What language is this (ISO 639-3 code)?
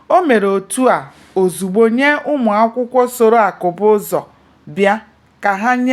ibo